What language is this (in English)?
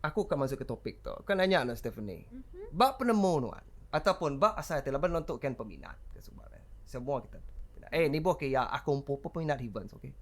Iban